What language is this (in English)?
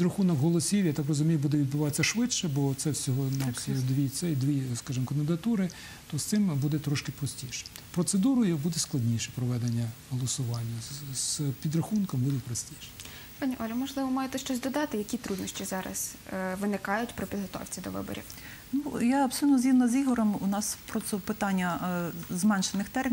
Ukrainian